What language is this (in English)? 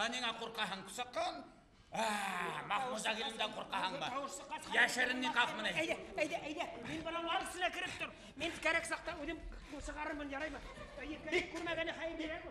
Bashkir